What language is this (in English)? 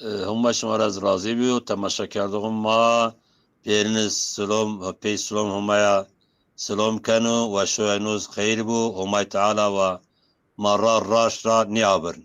Zaza